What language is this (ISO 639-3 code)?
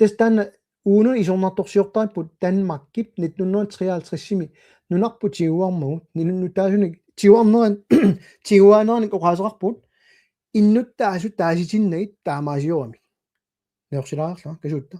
kal